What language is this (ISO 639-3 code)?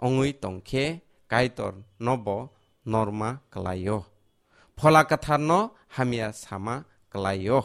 trp